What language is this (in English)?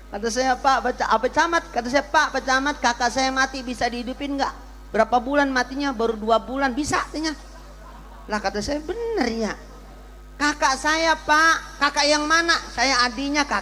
Betawi